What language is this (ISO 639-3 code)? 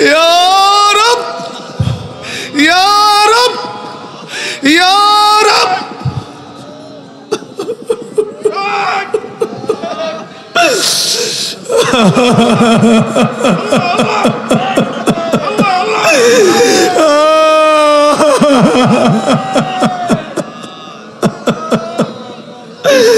ben